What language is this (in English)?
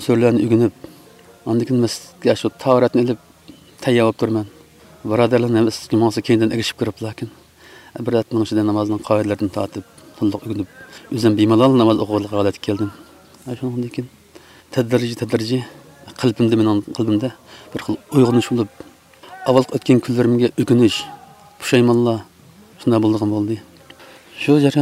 Uyghur